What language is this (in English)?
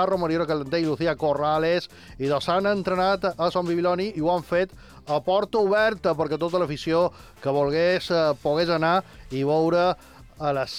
Catalan